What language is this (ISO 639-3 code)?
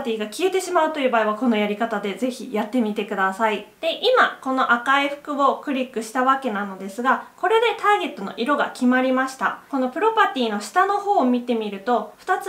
jpn